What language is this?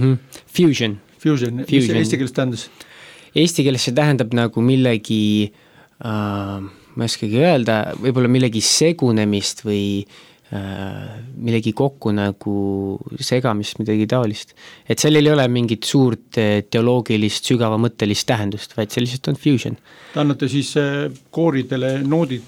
Estonian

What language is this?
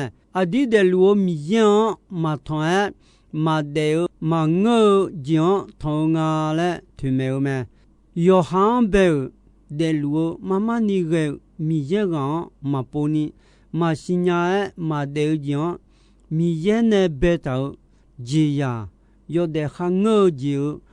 Akha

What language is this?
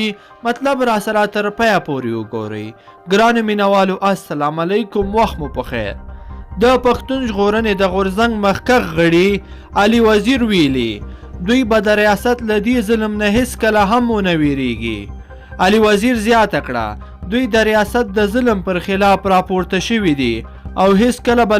Pashto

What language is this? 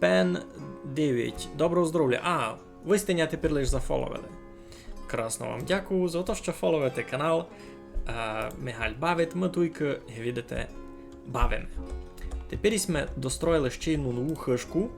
Rusyn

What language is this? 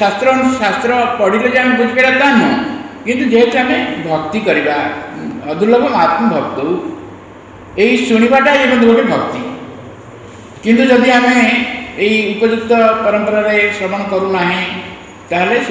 Odia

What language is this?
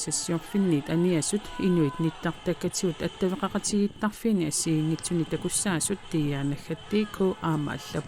Kalaallisut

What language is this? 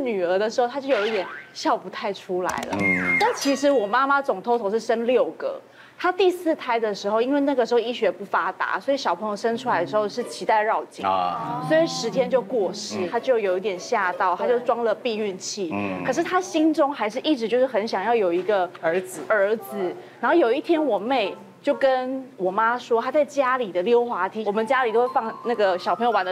Chinese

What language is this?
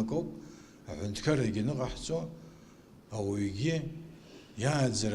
Abkhazian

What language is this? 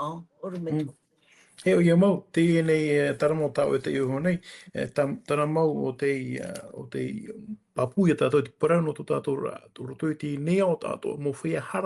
Tahitian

